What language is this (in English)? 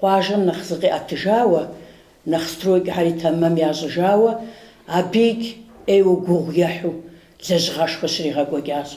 Kabardian